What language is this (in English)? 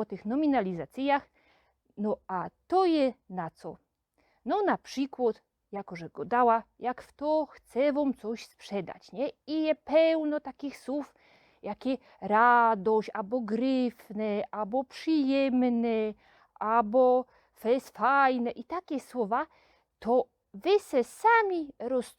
Silesian